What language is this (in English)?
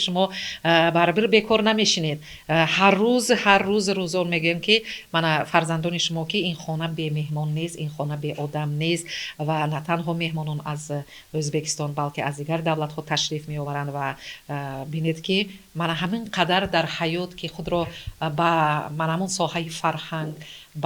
Tajik